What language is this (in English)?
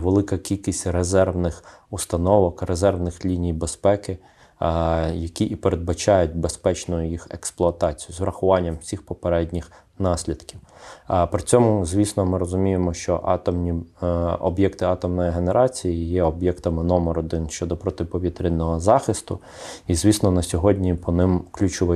Ukrainian